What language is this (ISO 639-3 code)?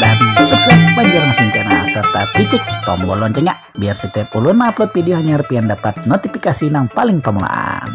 bjn